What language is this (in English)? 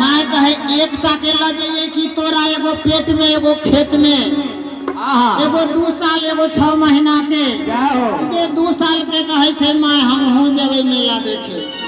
Maithili